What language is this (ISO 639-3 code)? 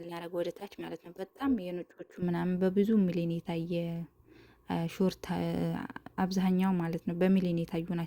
amh